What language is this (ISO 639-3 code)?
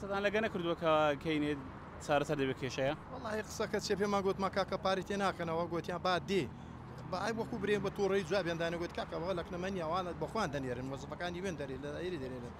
ckb